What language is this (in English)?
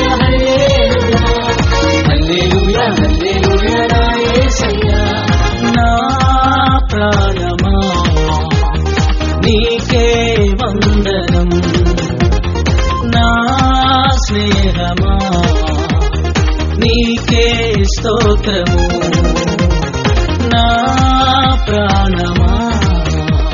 Telugu